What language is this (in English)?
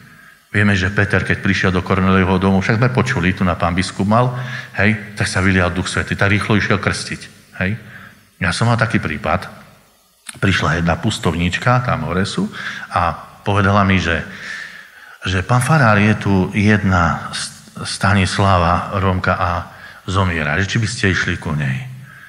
Slovak